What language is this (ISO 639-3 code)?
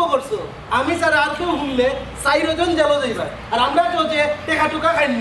syl